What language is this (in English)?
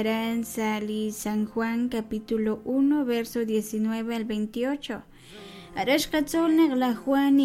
Kekchí